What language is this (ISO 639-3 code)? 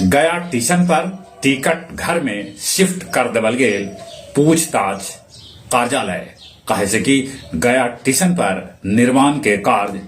mag